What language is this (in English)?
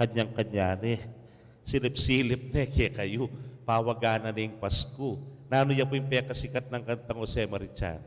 Pampanga